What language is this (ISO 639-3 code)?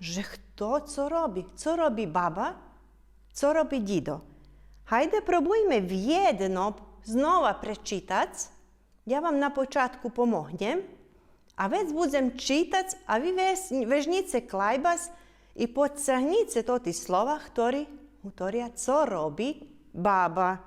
rue